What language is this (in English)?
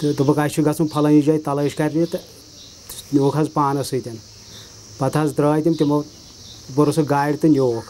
Kashmiri